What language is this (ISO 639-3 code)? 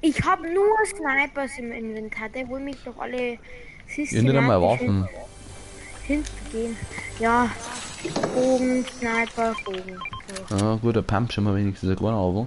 bar